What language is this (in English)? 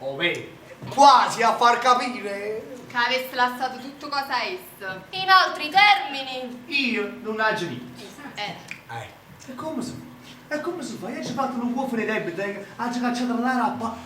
Neapolitan